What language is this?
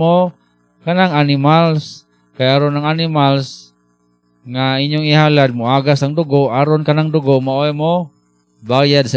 Cebuano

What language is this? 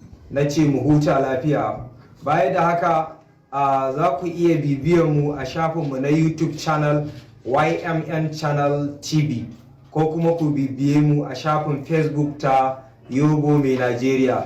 Hausa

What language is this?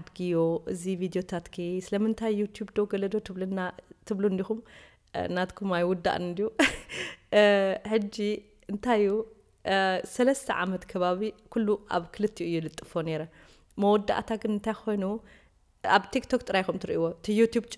Tigrinya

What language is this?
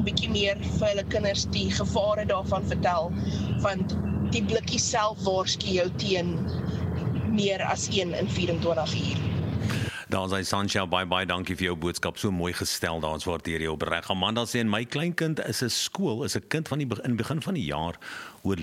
Afrikaans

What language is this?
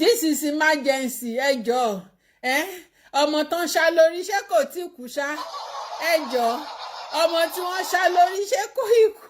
Yoruba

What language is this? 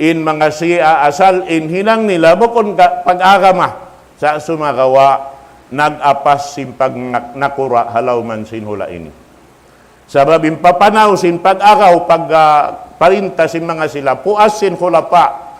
Tausug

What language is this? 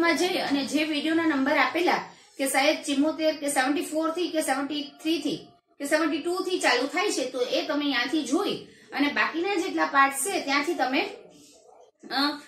Gujarati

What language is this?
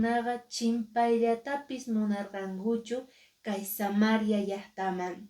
Quechua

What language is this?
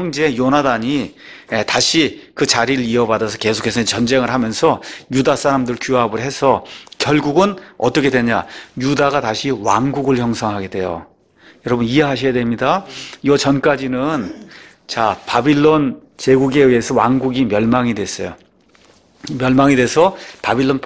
Korean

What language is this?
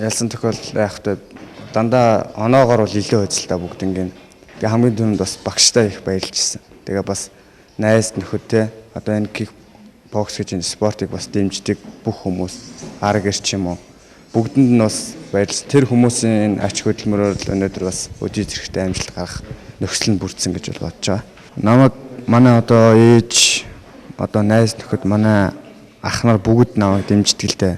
Mongolian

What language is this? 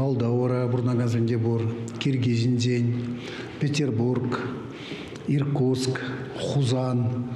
Chuvash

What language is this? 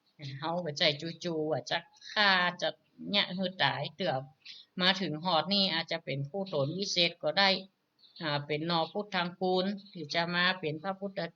Northern Thai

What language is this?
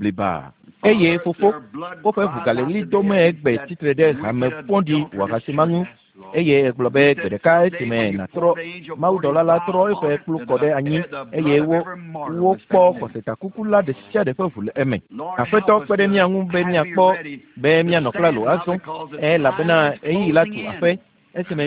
Ewe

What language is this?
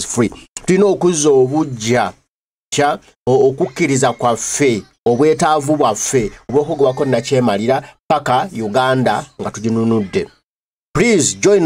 Ganda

